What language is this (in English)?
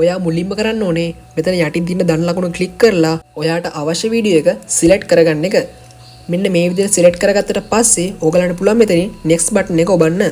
Sinhala